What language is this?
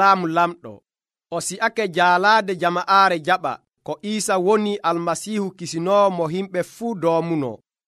Nigerian Fulfulde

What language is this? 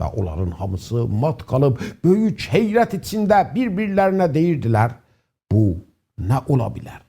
South Azerbaijani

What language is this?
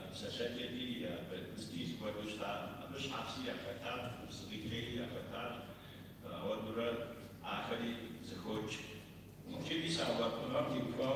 Kabardian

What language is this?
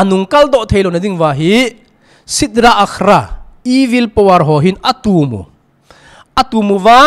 Thado Chin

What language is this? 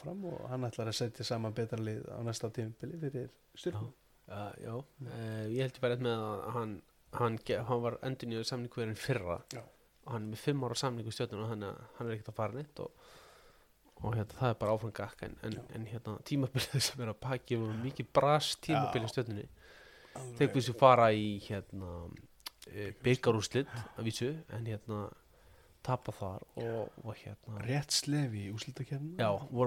Icelandic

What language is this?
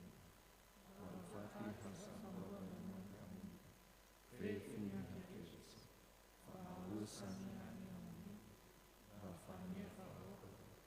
Nias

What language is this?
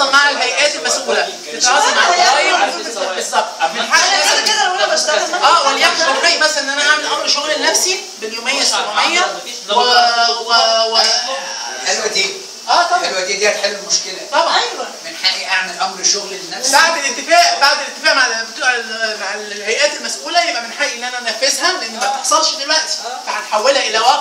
Egyptian Arabic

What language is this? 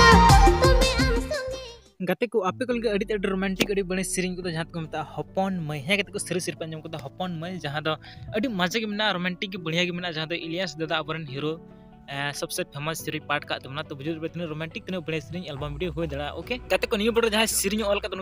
Santali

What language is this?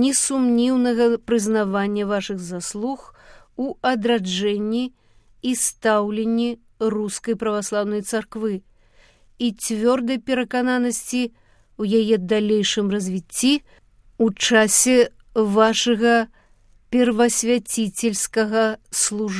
Belarusian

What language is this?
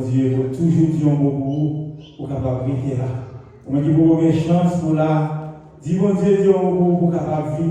Haitian Creole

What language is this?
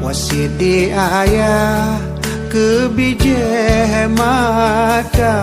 Achinese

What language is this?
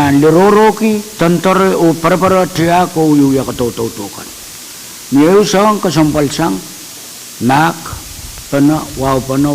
Pohnpeian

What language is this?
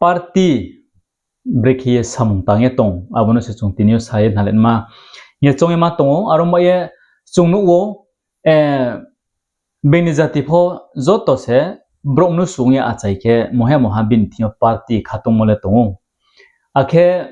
Riang (India)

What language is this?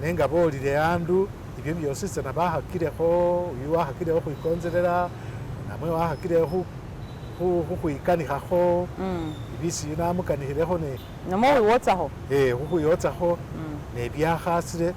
Masaaba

